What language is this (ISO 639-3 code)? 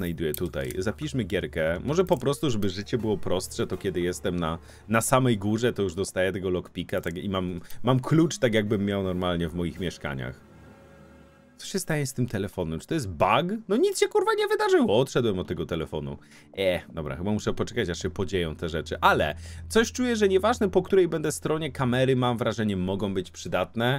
pol